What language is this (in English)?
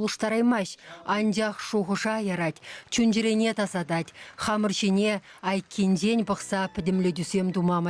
Chuvash